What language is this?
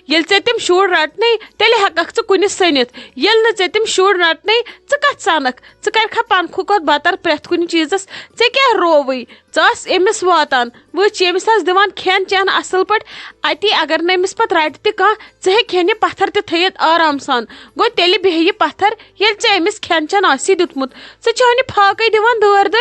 Kashmiri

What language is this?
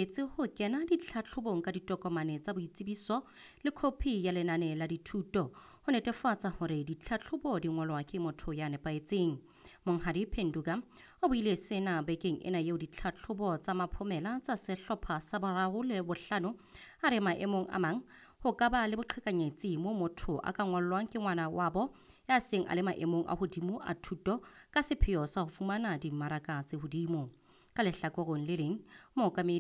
Southern Sotho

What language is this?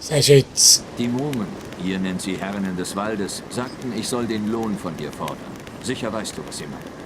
Swiss German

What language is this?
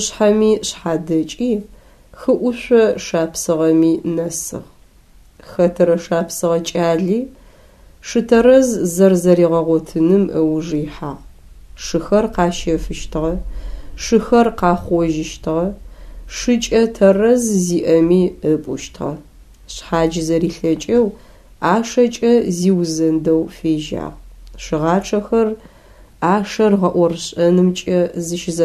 Adyghe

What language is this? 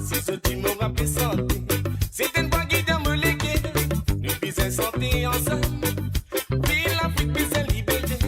Morisyen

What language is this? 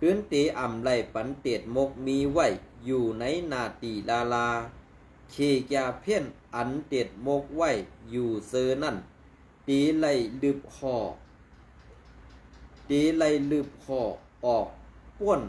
Shan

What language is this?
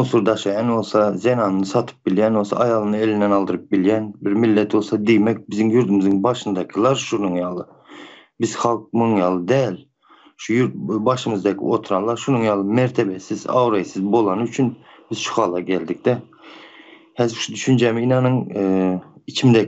Turkmen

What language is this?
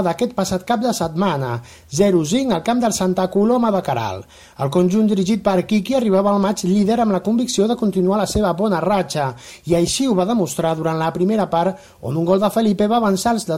Catalan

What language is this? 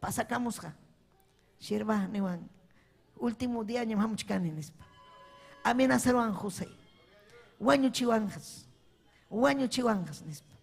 Ayacucho Quechua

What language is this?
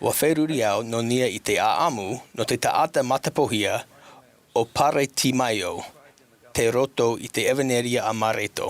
Tahitian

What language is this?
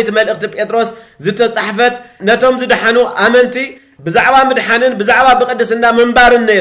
Tigrinya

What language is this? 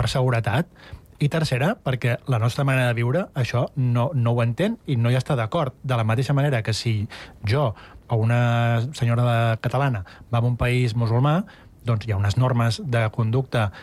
Catalan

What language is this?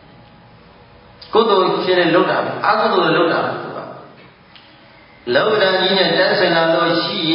Burmese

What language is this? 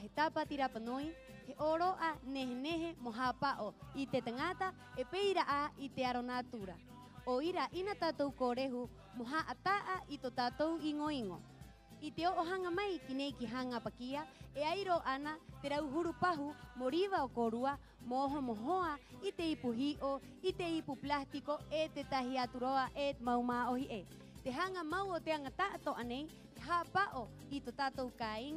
Rapanui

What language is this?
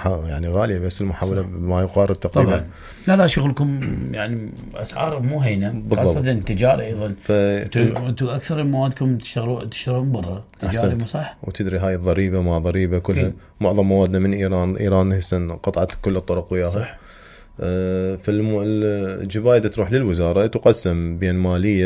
Mesopotamian Arabic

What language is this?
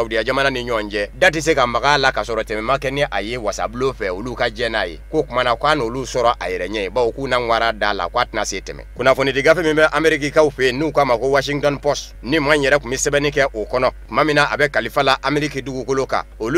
Bambara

